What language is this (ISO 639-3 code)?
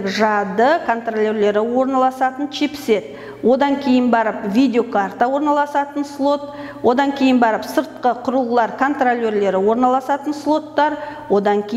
kaz